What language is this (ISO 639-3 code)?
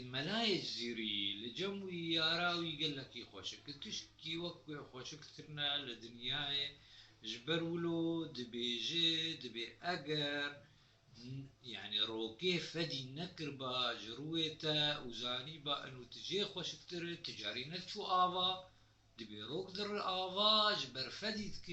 kur